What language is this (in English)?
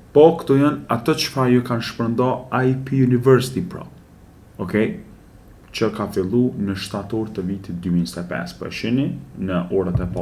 Albanian